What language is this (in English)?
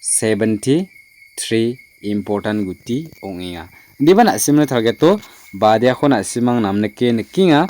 Garo